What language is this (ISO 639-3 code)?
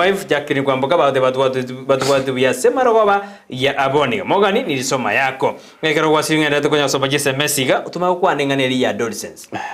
guz